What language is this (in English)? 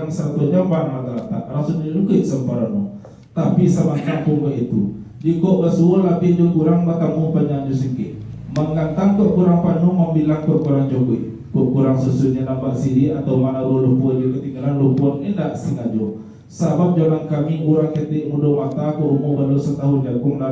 Minangkabau